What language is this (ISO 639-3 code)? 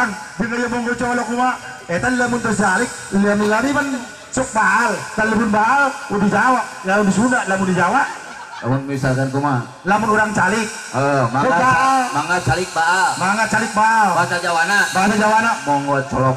sun